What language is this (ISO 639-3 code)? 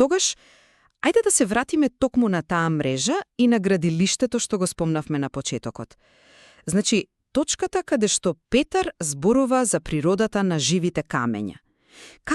mkd